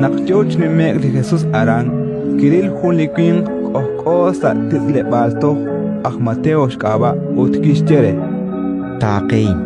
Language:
Kekchí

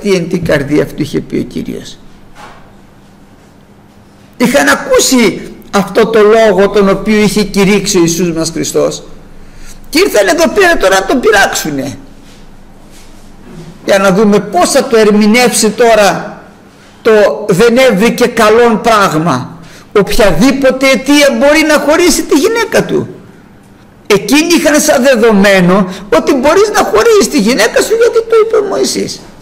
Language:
Greek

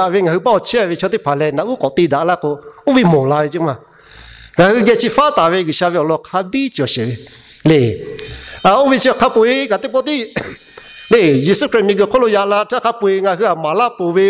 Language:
Lahu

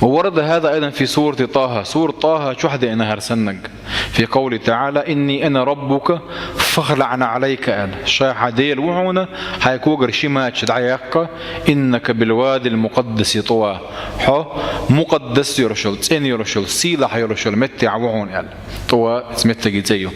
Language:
Chechen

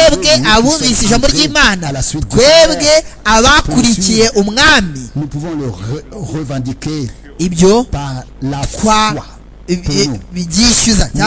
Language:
Kinyarwanda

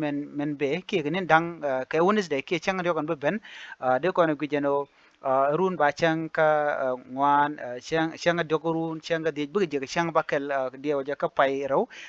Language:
Nuer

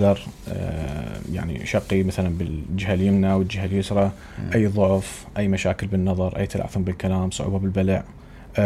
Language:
Mesopotamian Arabic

